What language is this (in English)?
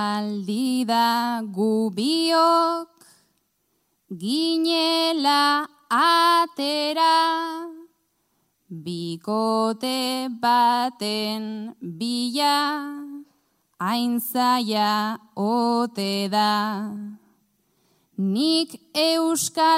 Basque